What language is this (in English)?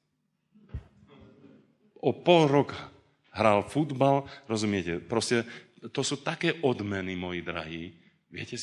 Slovak